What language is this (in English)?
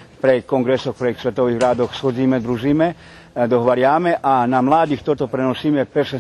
Rusyn